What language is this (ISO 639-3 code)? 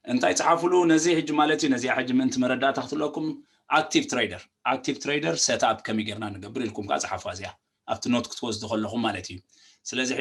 tir